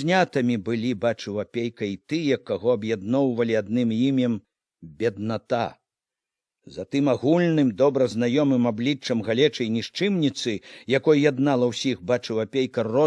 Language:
Belarusian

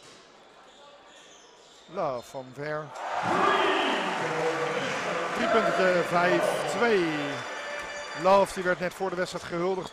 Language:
Dutch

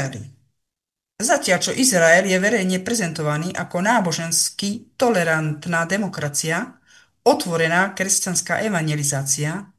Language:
Slovak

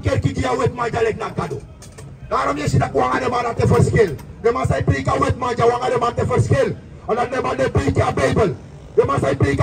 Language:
Sranan Tongo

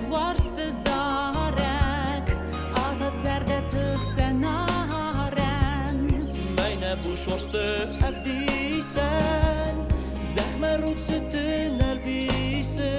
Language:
Ossetic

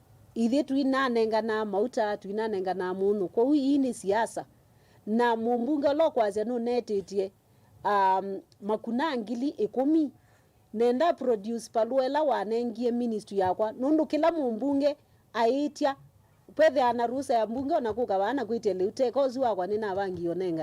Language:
Kamba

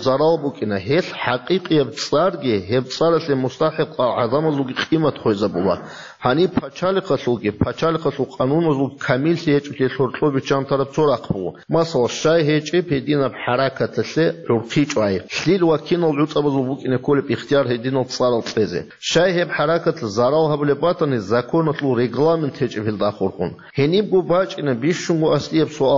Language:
Avaric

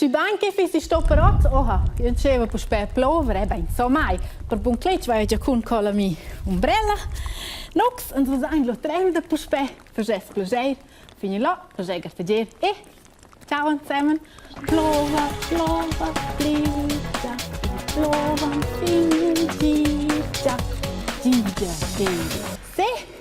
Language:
Romansh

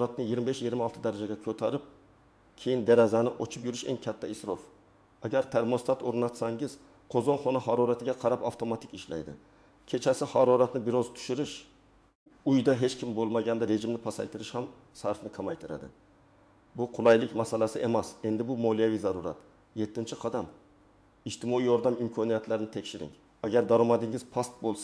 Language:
Uzbek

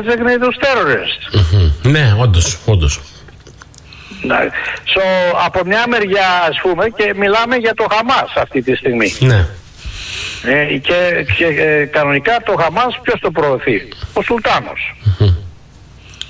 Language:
Greek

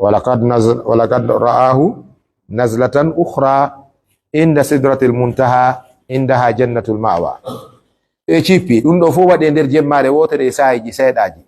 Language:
Pular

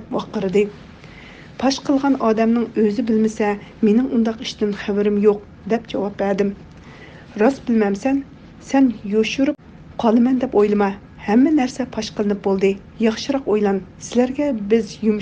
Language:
Uyghur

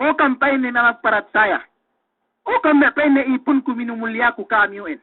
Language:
Yakan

